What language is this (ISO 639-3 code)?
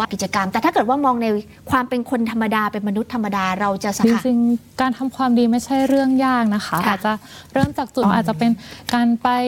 tha